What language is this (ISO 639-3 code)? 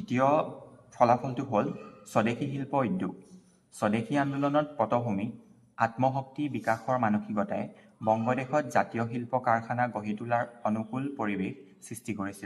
asm